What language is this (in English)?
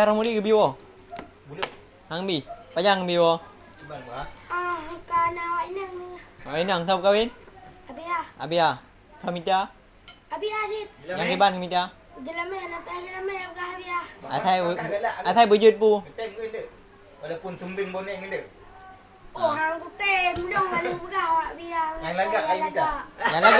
Achinese